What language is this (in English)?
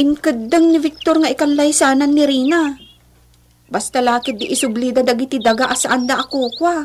Iloko